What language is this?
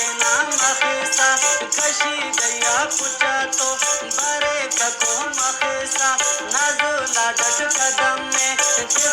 Brahui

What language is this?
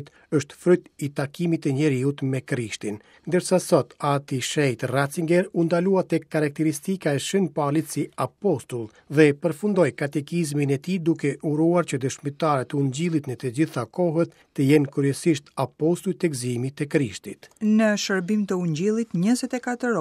Albanian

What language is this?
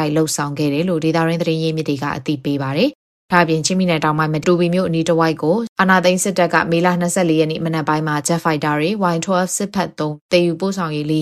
Burmese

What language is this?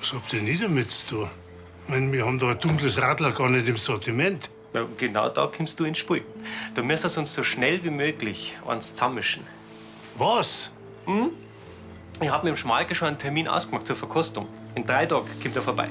Bavarian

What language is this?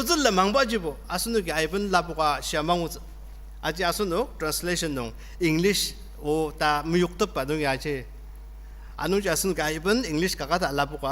Ao Naga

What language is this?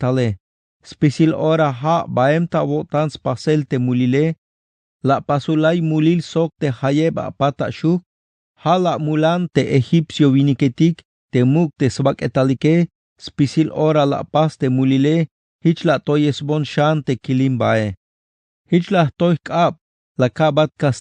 Tzeltal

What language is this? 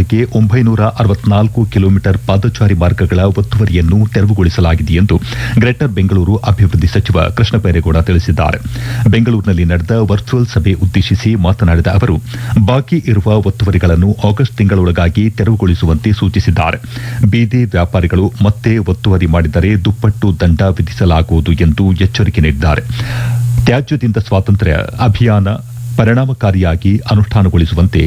Kannada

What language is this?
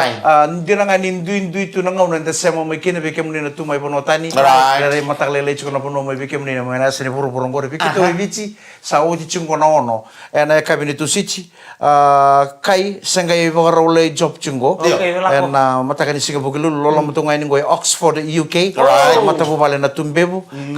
Fijian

